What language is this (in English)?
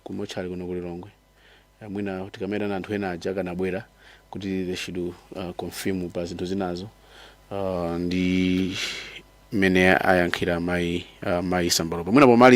Nyanja